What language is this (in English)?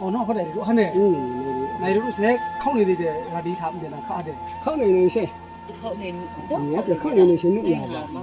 Riang (India)